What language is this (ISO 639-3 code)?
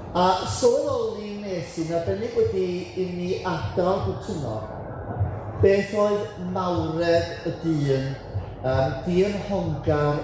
cym